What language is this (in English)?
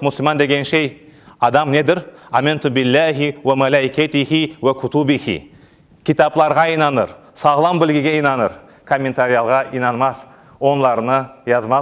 Crimean Tatar